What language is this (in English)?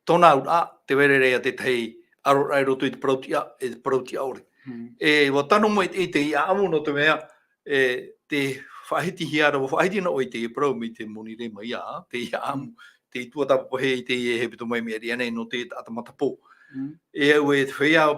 Tahitian